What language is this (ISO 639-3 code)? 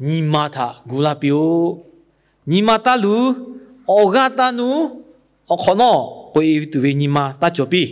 lhu